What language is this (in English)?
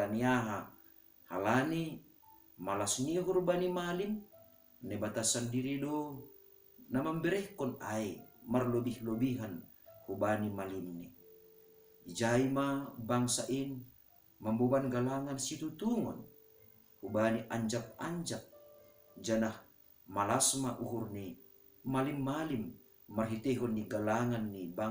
Batak Simalungun